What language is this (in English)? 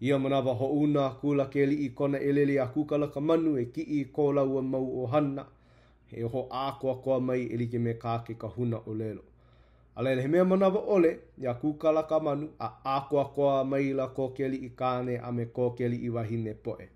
Hawaiian